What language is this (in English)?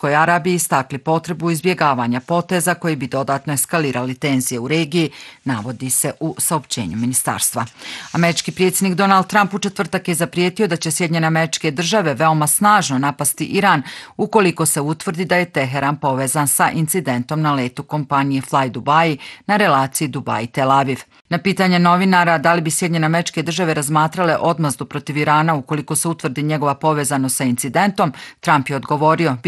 Bosnian